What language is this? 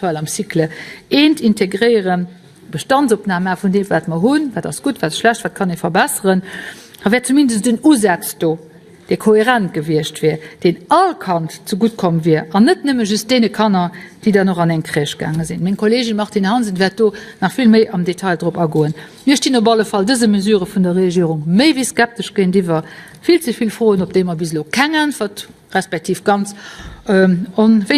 Luxembourgish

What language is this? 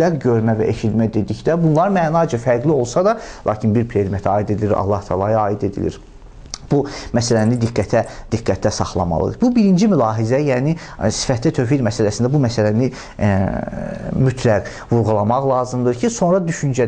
Azerbaijani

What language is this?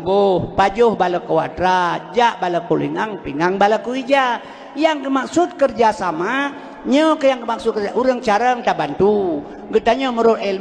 Achinese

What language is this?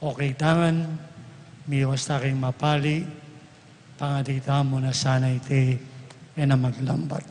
Pampanga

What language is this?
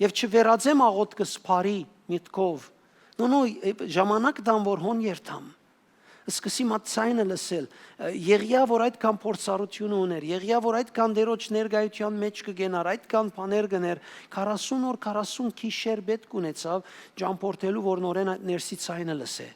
Western Armenian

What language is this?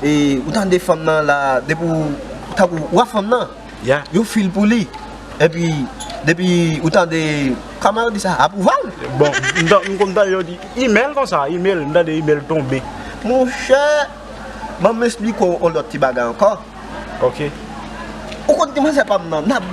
Haitian Creole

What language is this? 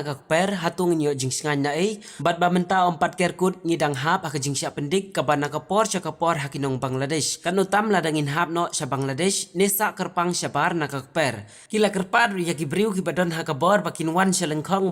Khasi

